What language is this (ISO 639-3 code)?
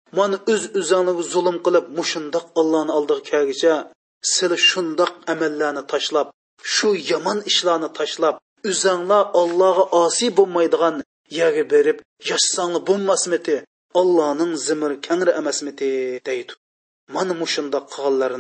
uig